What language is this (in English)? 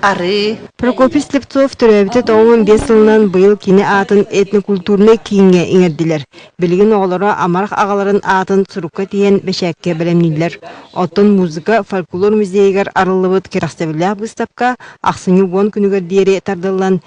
Yakut